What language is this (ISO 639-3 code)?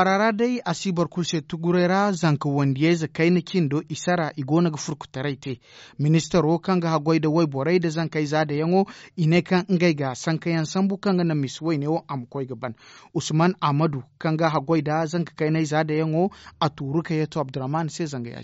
dje